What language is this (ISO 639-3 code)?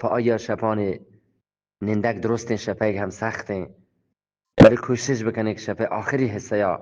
bgp